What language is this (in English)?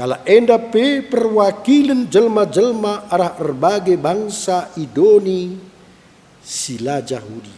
Batak Karo